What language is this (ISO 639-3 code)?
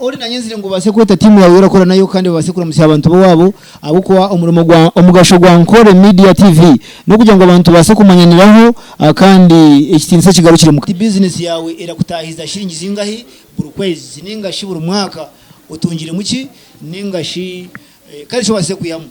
nyn